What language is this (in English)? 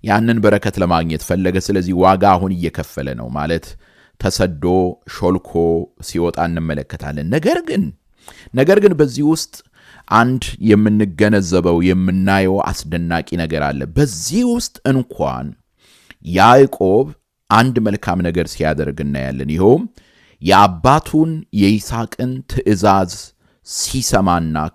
Amharic